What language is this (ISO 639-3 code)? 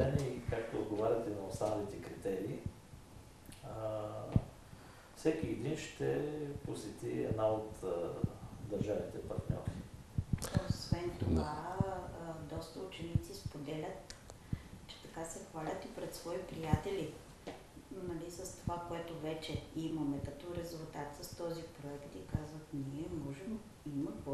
bul